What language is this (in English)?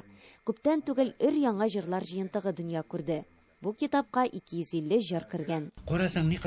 Tatar